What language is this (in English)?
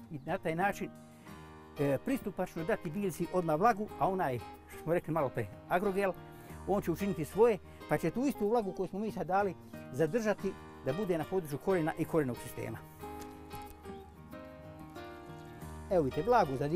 Croatian